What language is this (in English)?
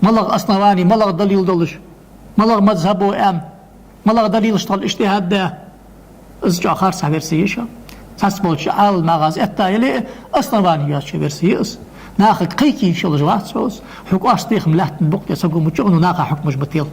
Ingush